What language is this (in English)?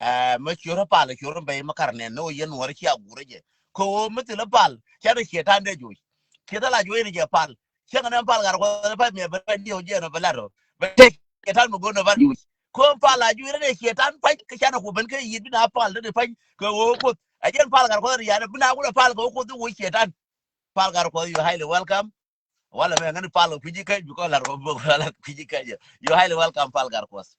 Nuer